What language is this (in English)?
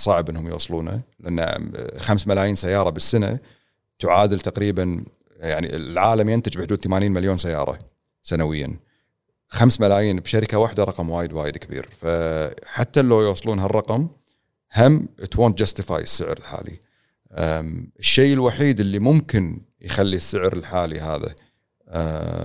Gulf Arabic